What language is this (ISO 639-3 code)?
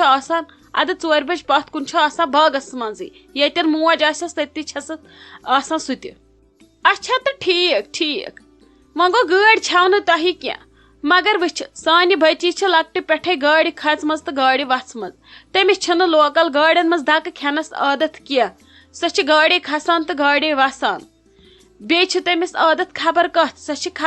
kas